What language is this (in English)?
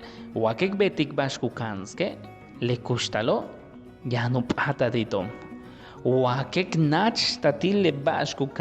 Yucateco